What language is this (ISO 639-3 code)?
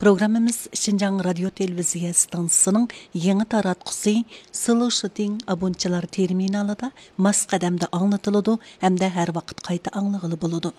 uig